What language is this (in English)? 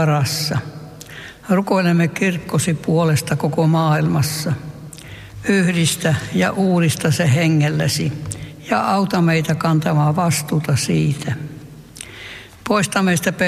Finnish